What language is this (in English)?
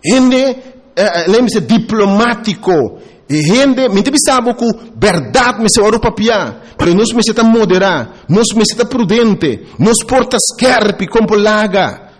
Papiamento